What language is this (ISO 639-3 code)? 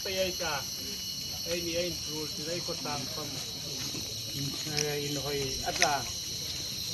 hmr